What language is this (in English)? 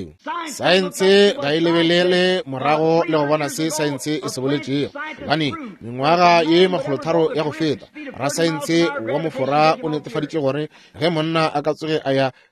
Northern Sotho